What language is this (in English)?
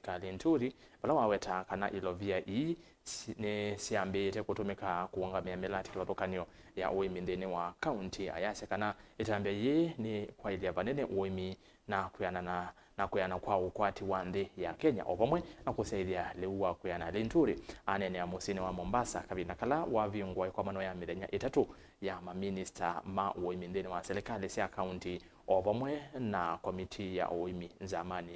Kamba